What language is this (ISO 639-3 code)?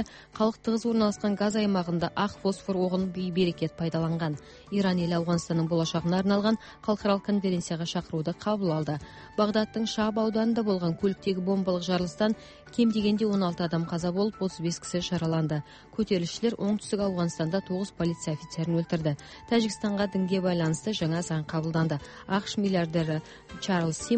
kaz